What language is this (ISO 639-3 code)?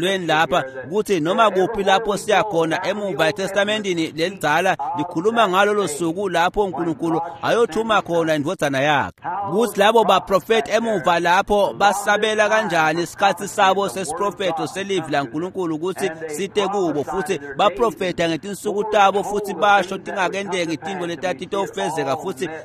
ssw